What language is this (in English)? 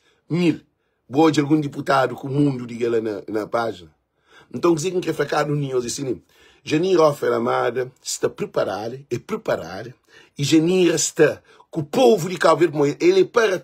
Kabuverdianu